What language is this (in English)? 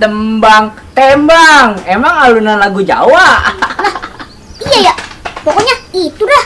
Betawi